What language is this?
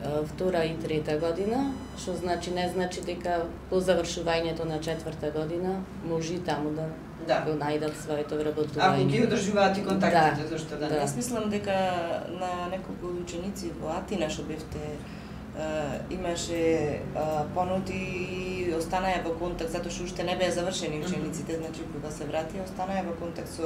Macedonian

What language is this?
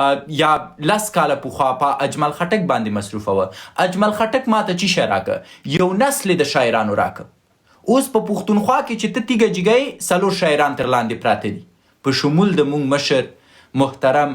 Pashto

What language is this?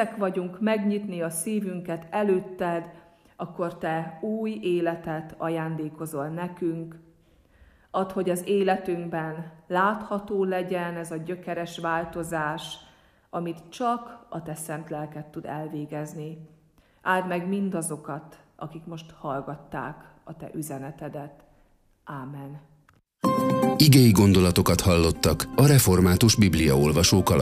Hungarian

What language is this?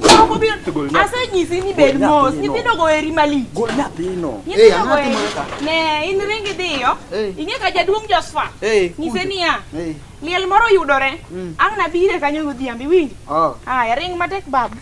Luo (Kenya and Tanzania)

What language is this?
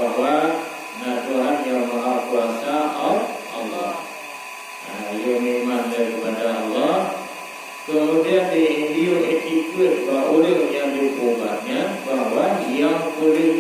Achinese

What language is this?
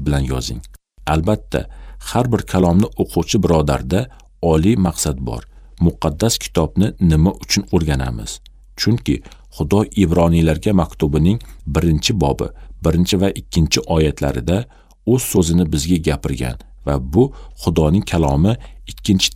Uzbek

